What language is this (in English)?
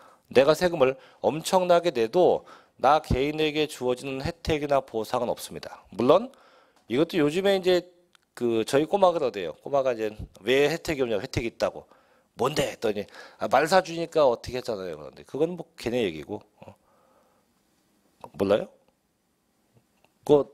Korean